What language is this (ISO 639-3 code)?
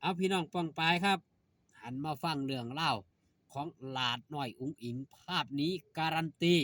tts